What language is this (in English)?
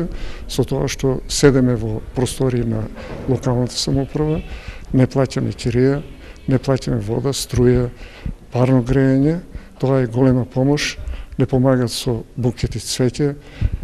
Macedonian